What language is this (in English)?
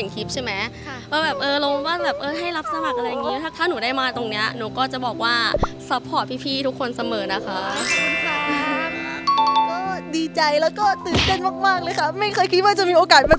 Thai